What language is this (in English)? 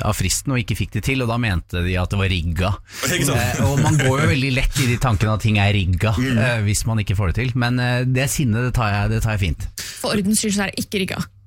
Norwegian